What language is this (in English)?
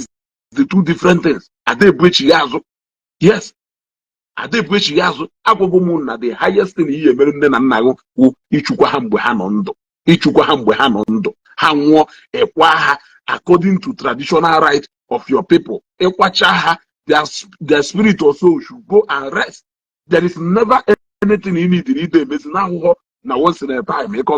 Igbo